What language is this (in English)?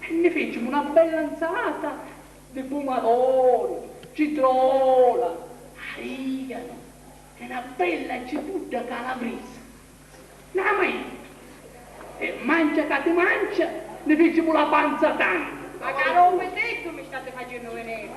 Sicilian